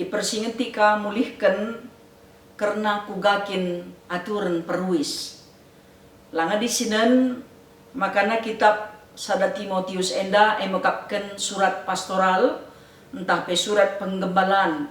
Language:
Batak Karo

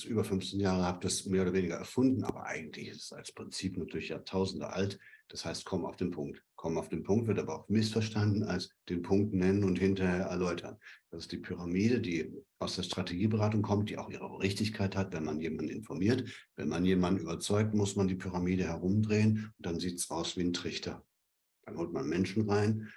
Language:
German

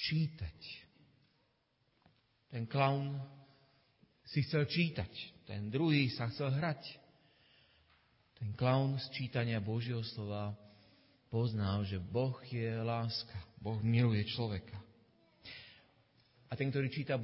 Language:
Slovak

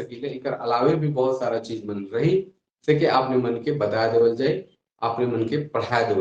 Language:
Sadri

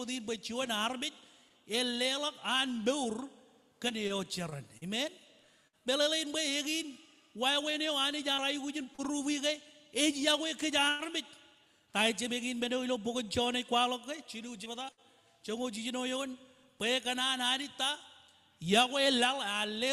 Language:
Marshallese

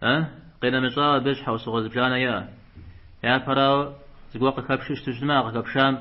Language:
Kabardian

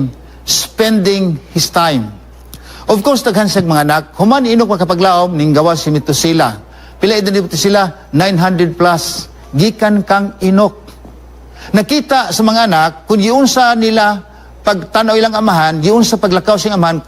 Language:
Cebuano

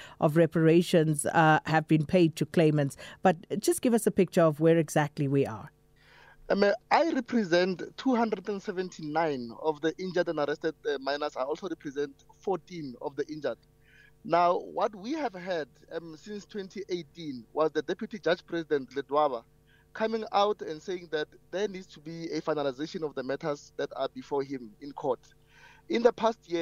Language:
English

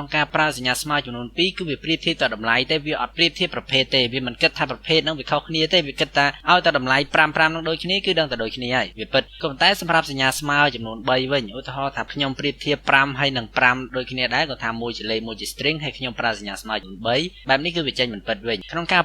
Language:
Khmer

